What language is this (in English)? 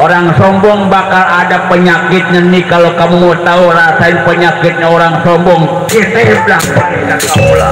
Betawi